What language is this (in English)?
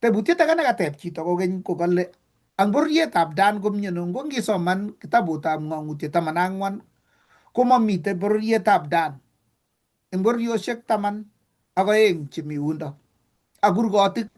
Kalenjin